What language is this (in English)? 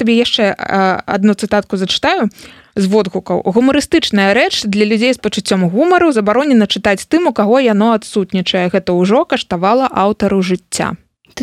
Belarusian